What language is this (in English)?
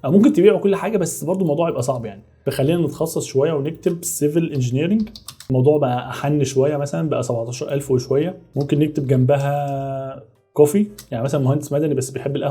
Egyptian Arabic